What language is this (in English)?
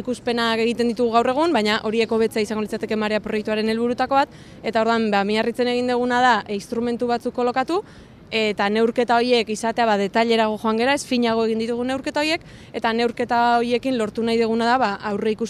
Basque